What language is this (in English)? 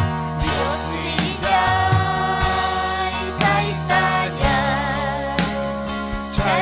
Ayacucho Quechua